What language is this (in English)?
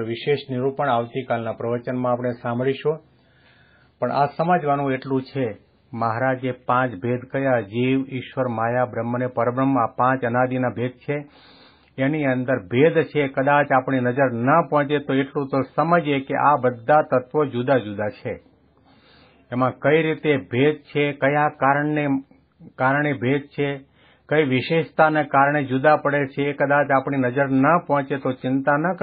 Gujarati